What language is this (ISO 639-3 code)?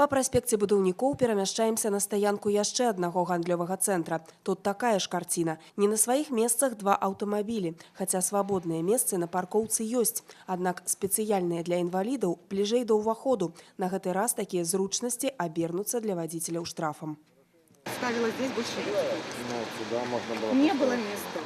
bel